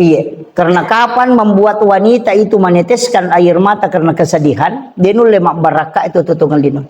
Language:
Buginese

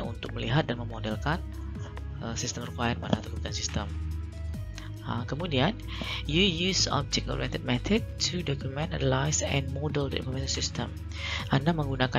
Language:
Indonesian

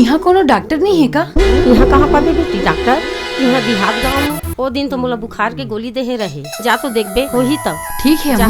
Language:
Chhattisgarhi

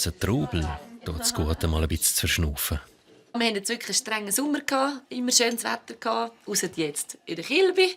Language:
Swiss German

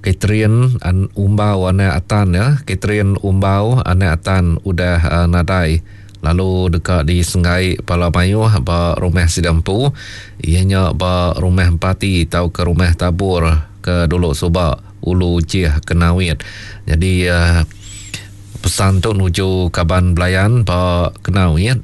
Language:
Iban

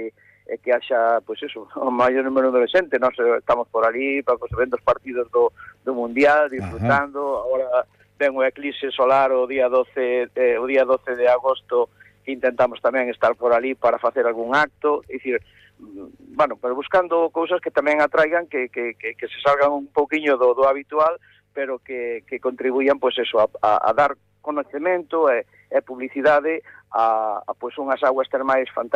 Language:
Galician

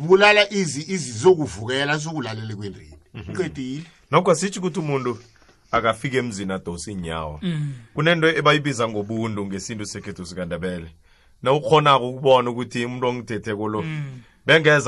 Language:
South Ndebele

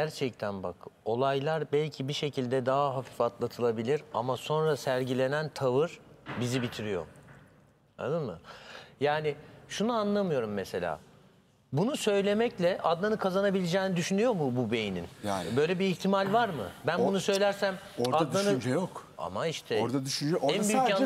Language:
Turkish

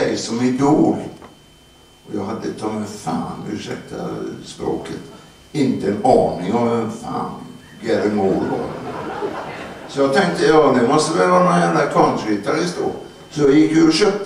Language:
Swedish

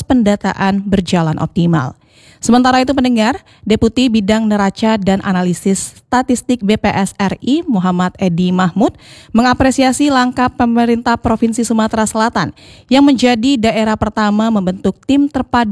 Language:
Indonesian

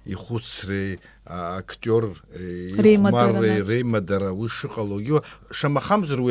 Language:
Abkhazian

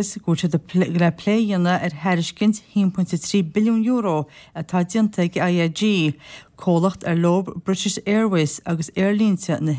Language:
Irish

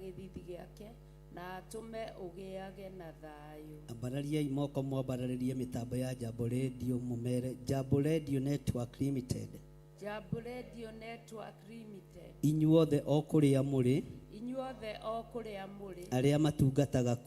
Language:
Kikuyu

